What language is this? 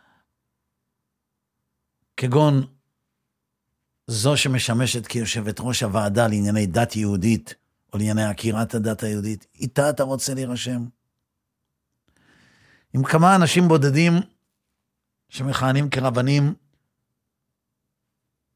Hebrew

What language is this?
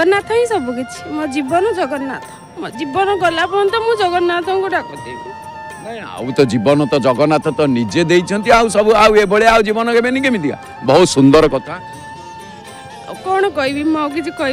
Odia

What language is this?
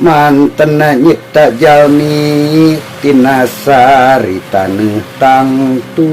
Sundanese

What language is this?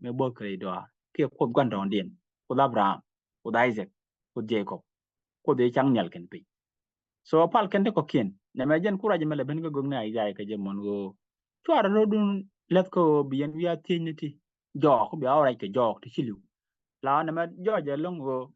Nuer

